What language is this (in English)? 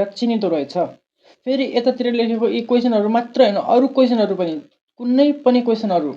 Nepali